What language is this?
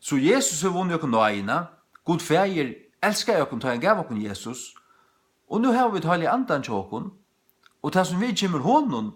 Faroese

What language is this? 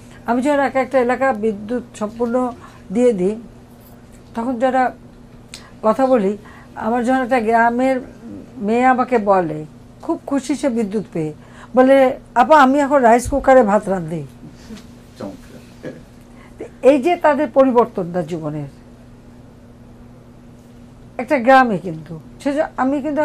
Bangla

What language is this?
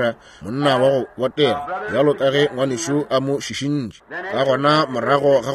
Northern Sotho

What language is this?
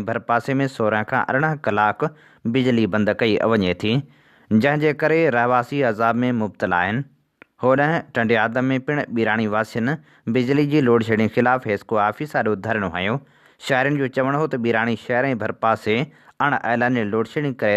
Sindhi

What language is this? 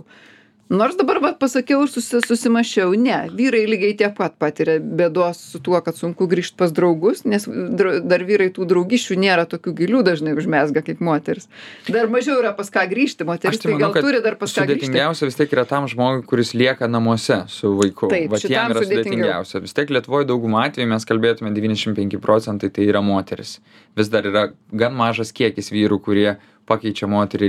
Lithuanian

